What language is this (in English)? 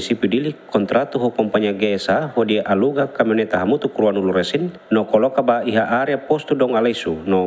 Tetum